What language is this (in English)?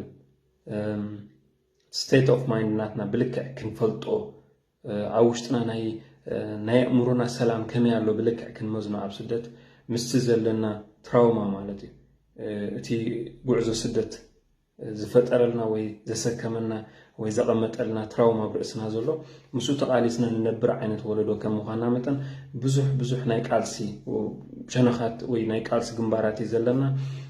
Tigrinya